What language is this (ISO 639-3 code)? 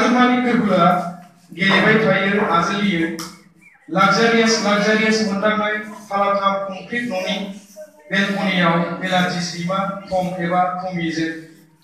brx